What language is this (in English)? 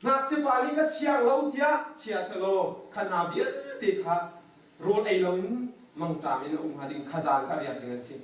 Hakha Chin